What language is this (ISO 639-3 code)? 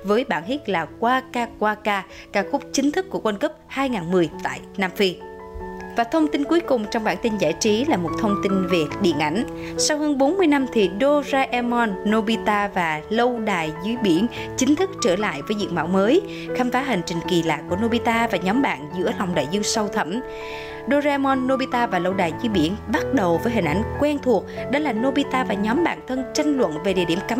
vie